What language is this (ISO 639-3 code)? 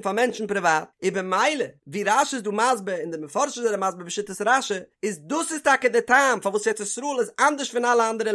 yid